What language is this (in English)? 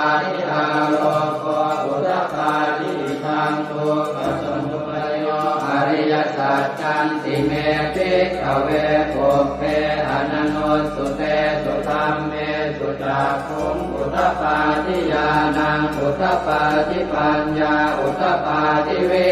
Pali